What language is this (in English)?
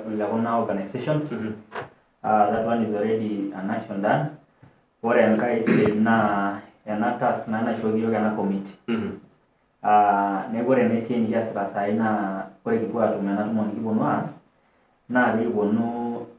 Masai